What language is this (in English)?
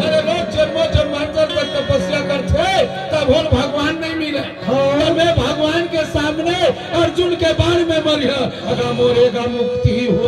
Chhattisgarhi